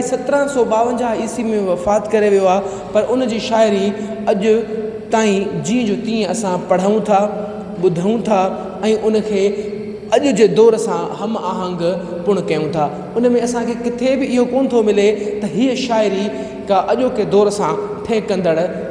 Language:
Sindhi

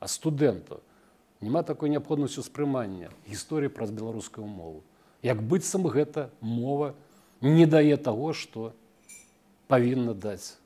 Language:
Belarusian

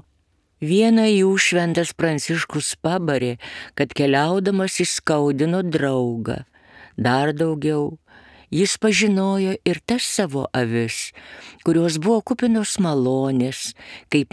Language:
Lithuanian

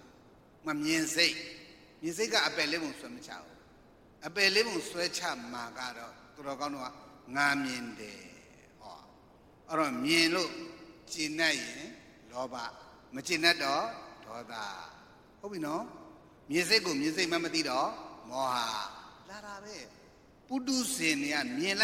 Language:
Burmese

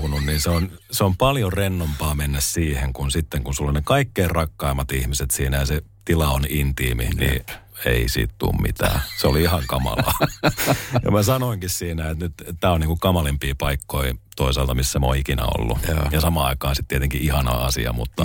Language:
Finnish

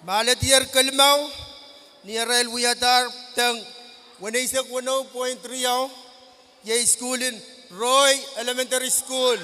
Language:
Pohnpeian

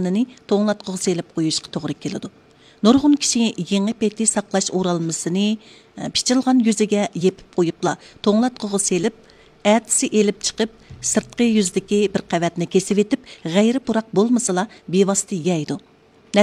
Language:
Uyghur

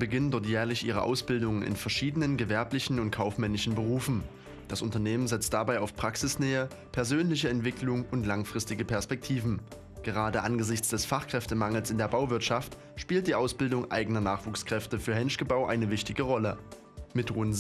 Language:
German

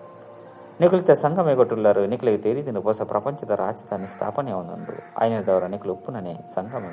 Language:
Tulu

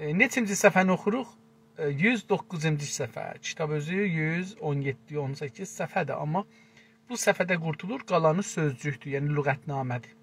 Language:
South Azerbaijani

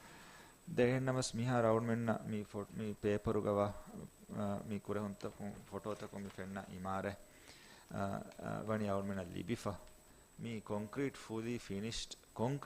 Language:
Divehi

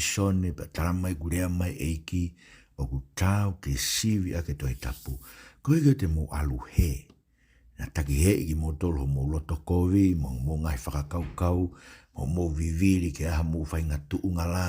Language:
Tongan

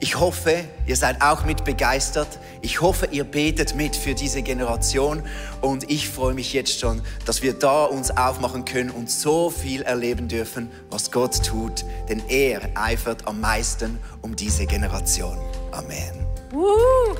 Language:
Swiss German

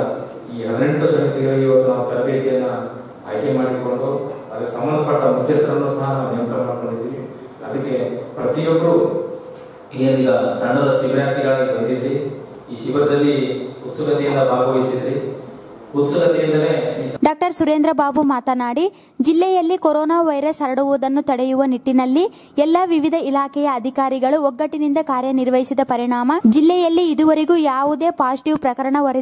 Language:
Kannada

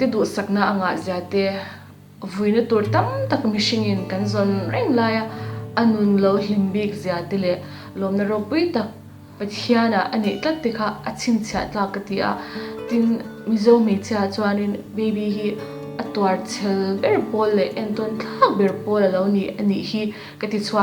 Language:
Mizo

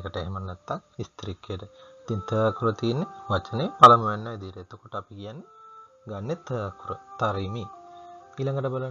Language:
Sinhala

